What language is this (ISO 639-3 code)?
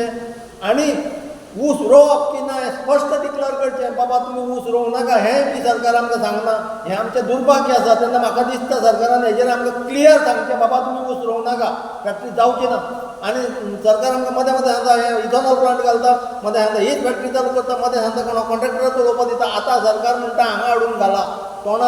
kok